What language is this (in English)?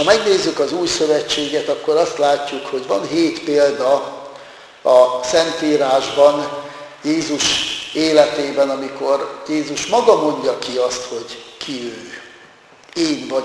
Hungarian